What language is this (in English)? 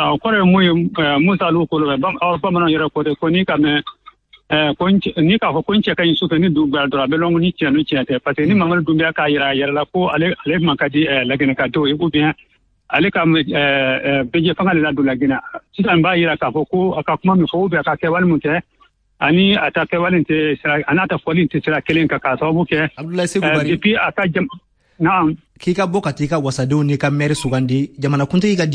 Bambara